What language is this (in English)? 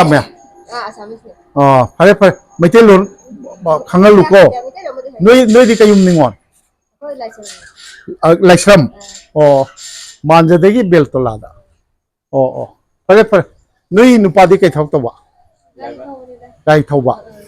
Manipuri